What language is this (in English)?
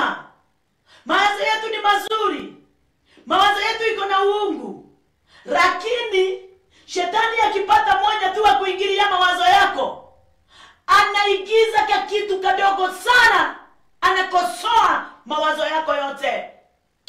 Swahili